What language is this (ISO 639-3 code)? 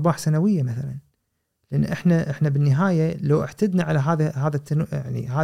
afb